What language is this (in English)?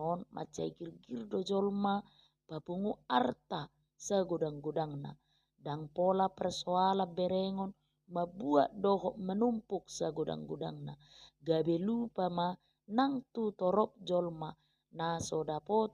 Batak Toba